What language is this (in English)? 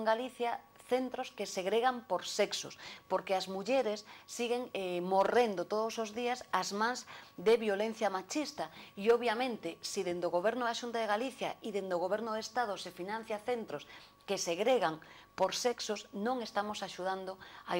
Galician